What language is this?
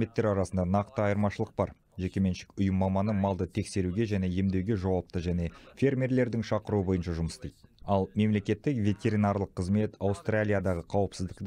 Kazakh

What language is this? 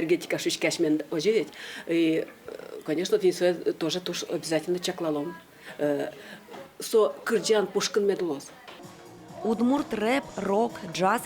Udmurt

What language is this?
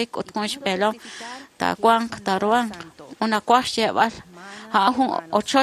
Kekchí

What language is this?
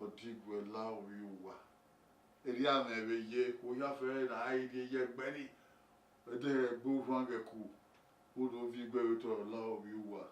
Bini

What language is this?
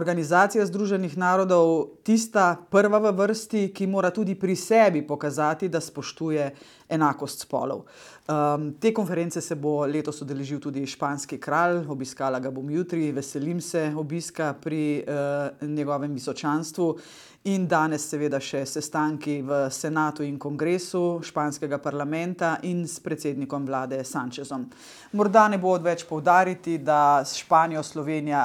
Slovenian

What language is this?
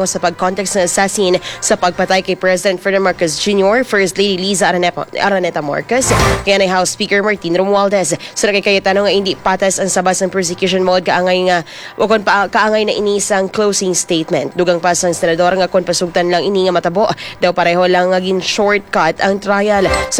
Hiligaynon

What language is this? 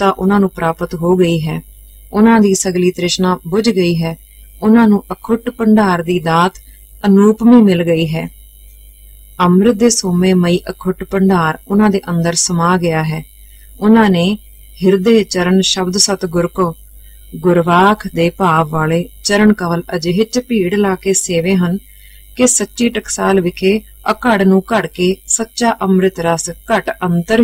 Punjabi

